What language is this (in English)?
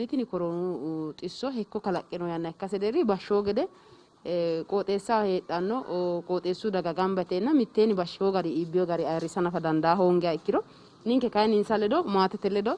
Sidamo